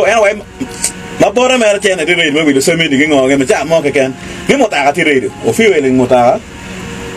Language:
Acoli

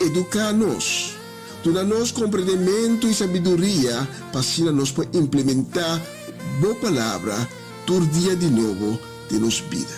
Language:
Papiamento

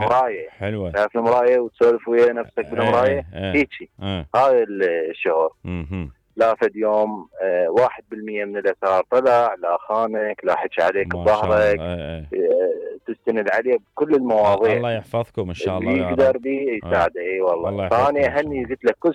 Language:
Mesopotamian Arabic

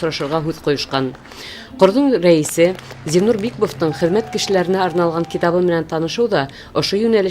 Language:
Bashkir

